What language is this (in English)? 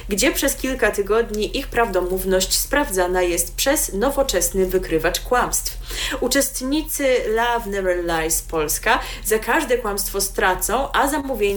Polish